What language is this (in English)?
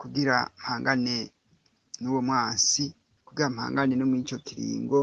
Rundi